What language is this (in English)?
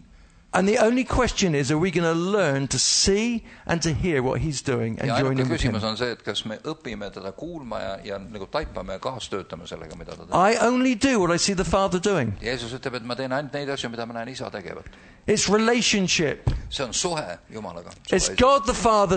Estonian